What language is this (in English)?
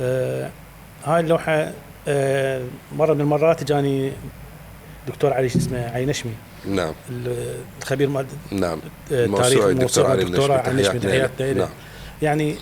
Mesopotamian Arabic